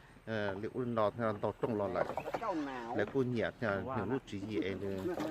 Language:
Hmong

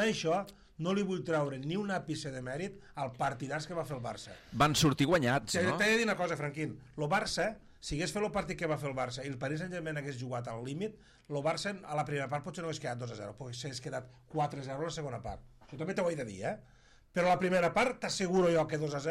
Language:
Catalan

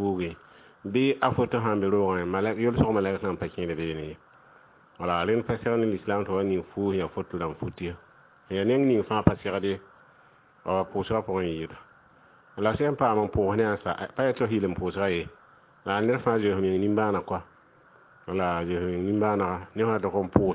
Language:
Mossi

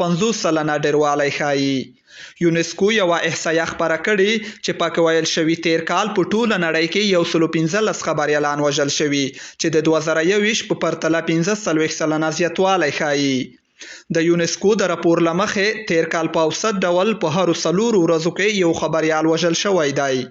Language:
Pashto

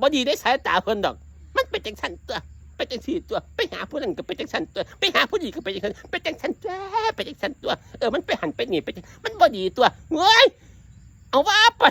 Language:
Northeastern Thai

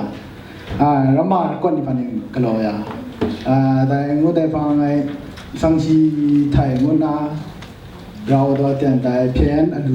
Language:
Kachin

